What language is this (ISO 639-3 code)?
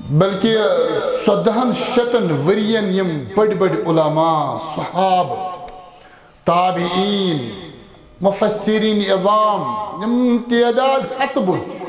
kas